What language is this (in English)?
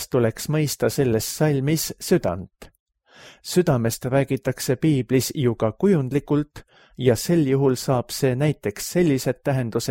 Estonian